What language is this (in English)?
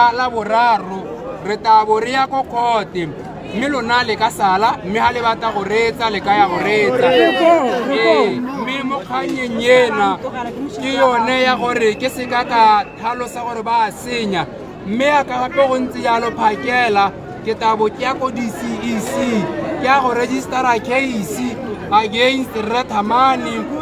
Tswana